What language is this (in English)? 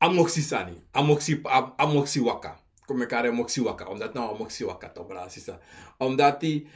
Sranan Tongo